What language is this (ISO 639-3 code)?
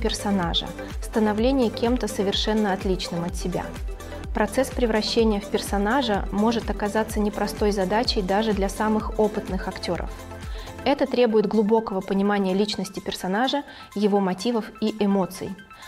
rus